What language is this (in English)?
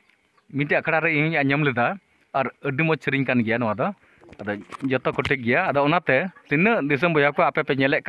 Santali